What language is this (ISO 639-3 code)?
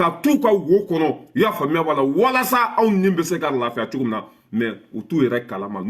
bam